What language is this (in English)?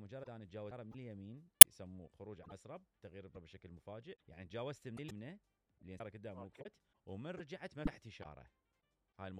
Mesopotamian Arabic